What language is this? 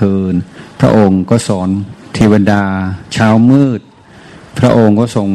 Thai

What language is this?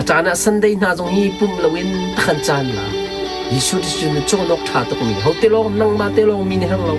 Hakha Chin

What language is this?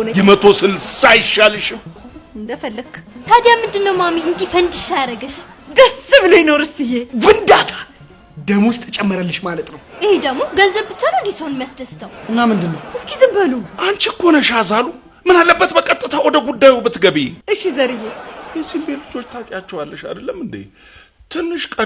Amharic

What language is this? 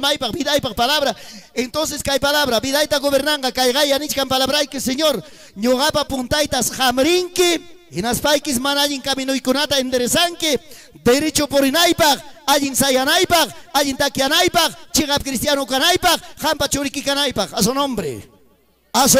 Ayacucho Quechua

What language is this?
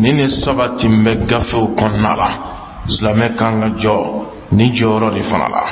Bambara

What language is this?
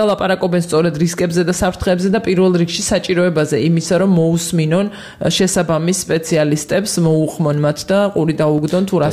Georgian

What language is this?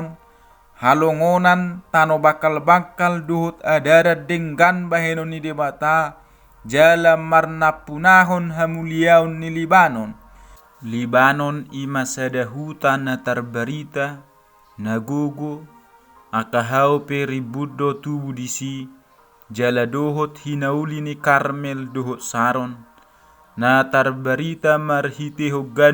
Batak Toba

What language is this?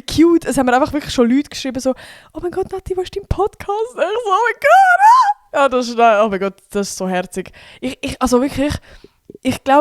Swiss German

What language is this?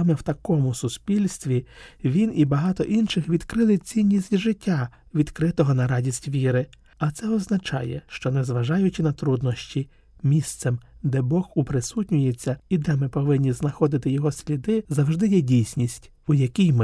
Ukrainian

